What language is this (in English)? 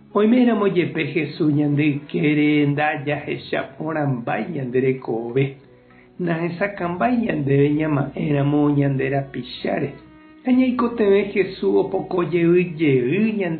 Guarani